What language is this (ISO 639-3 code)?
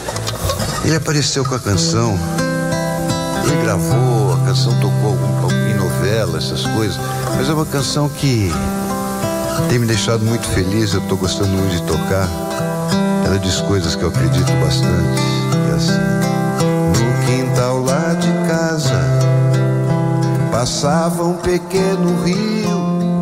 por